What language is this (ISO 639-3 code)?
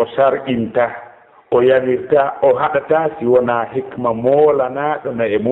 ful